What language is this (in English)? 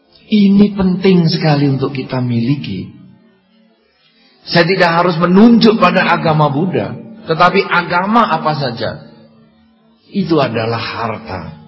Indonesian